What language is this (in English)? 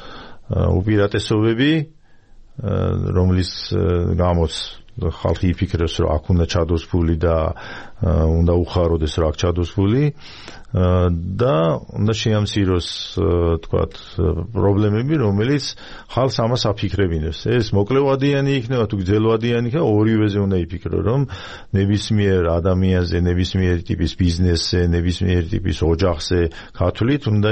Georgian